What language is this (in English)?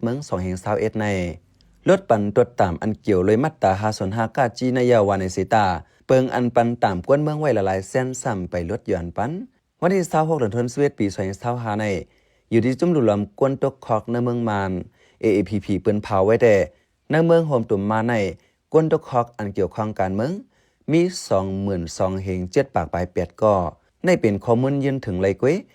Shan